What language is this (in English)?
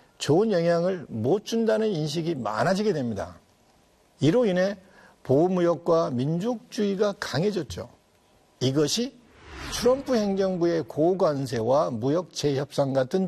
Korean